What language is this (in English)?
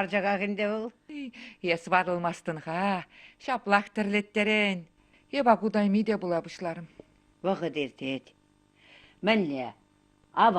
Chuvash